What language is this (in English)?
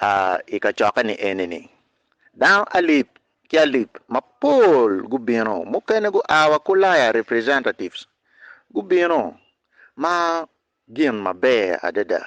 Acoli